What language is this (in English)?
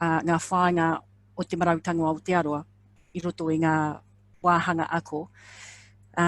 Māori